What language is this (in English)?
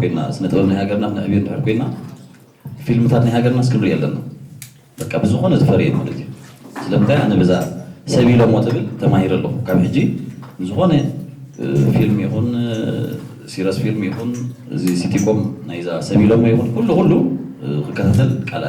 Tigrinya